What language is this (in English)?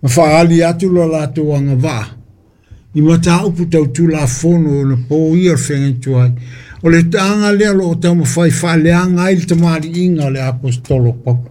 Samoan